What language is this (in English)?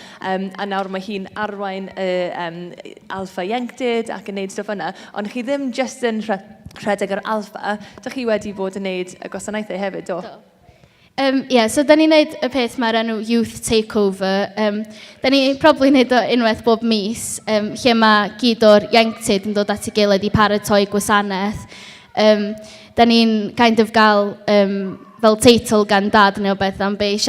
Welsh